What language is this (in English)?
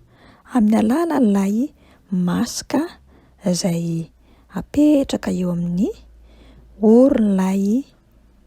Malagasy